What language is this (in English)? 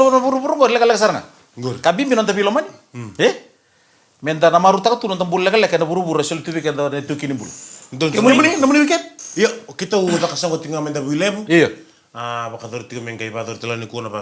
Fijian